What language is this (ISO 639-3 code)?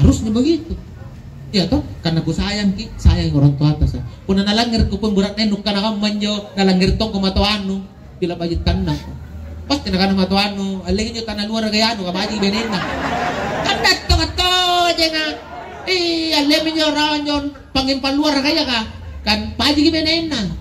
mak